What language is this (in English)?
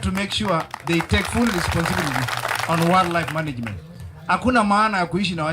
Gusii